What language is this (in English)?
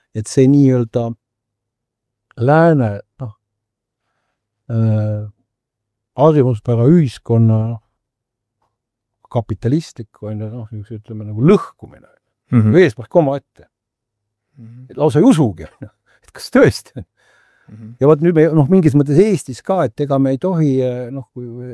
Estonian